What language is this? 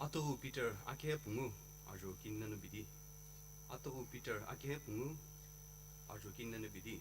Sumi Naga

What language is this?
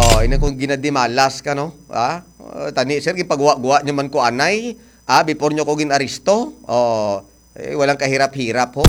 Hiligaynon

